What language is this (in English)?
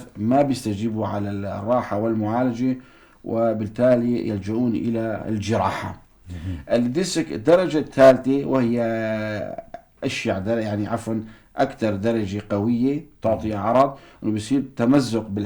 North Levantine Arabic